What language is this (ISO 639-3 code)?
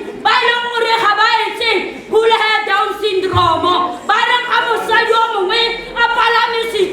tsn